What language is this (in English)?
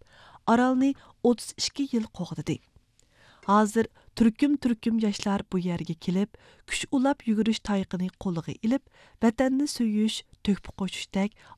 Uyghur